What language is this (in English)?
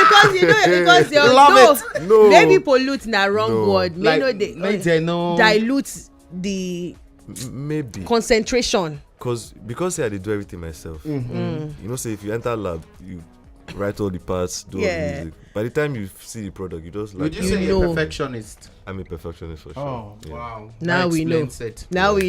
Nigerian Pidgin